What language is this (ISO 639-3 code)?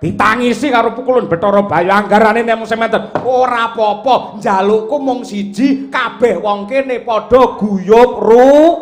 jav